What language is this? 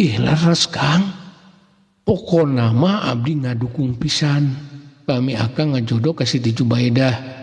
Sundanese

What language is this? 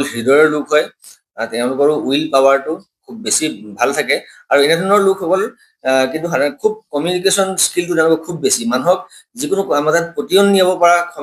Assamese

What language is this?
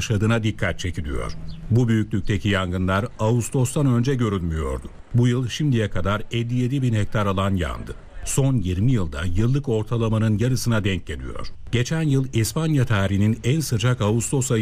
Turkish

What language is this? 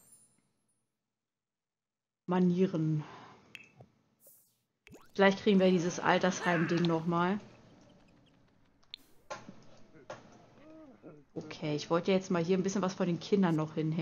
German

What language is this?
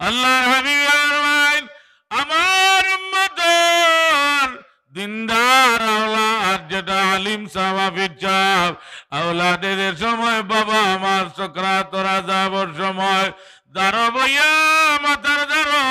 Sylheti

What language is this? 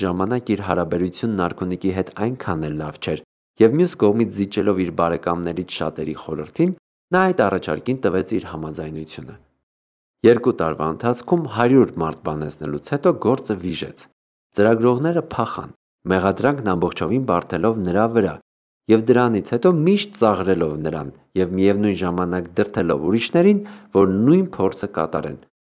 Armenian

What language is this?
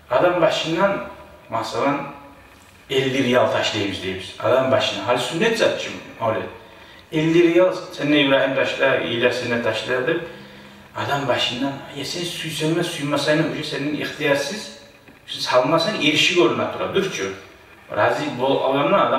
Kumyk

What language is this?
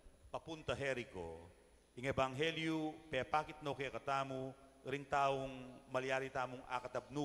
Pampanga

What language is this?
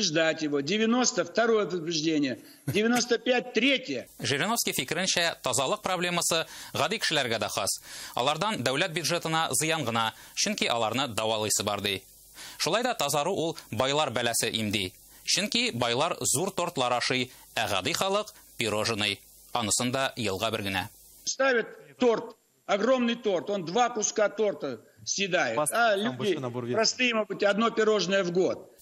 Tatar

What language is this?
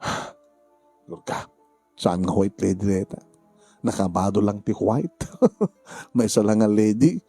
Iloko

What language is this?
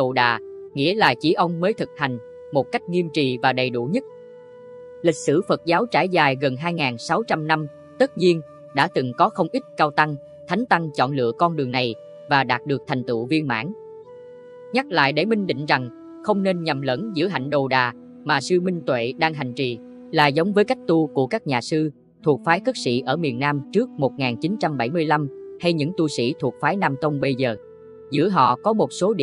Vietnamese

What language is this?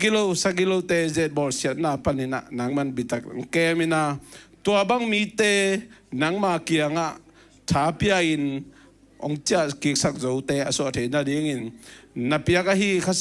Tedim Chin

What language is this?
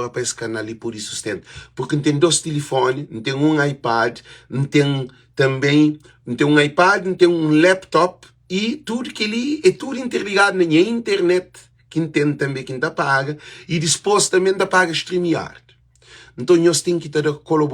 Kabuverdianu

